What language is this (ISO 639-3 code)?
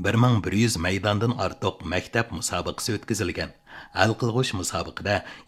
uig